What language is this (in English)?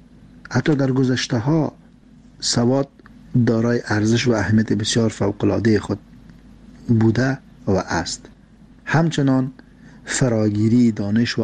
Persian